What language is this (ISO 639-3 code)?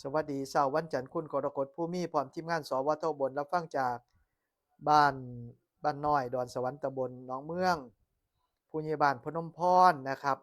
tts